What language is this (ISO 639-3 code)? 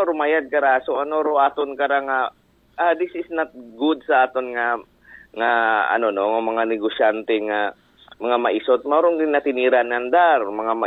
akl